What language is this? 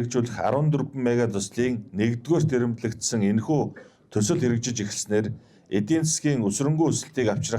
Mongolian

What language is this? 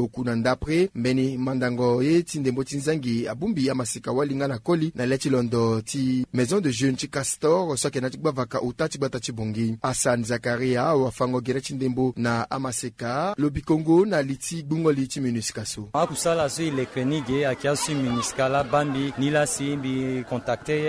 Sango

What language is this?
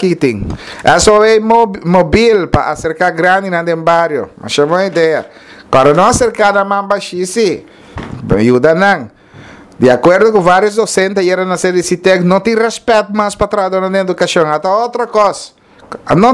Papiamento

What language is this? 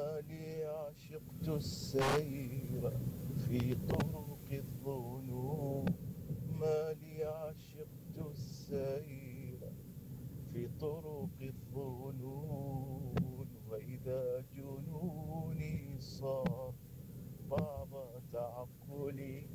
Mesopotamian Arabic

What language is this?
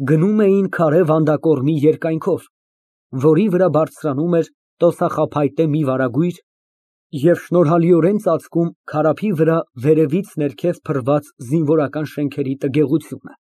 Armenian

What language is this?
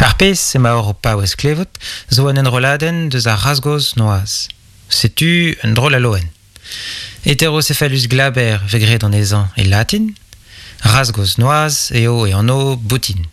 Breton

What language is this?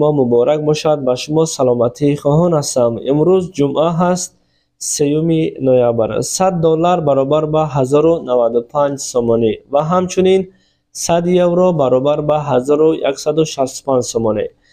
Tajik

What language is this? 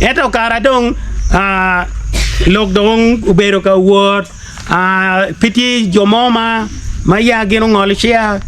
Acoli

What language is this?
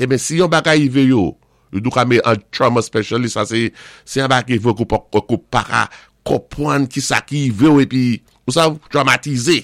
Saint Lucian Creole French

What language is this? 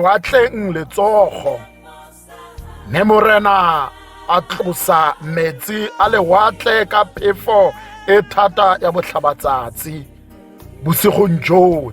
Tswana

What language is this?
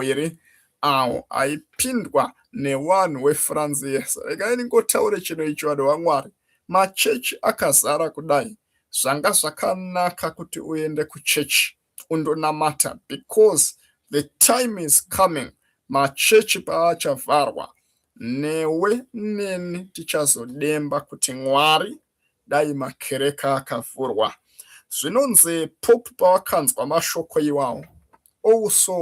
Shona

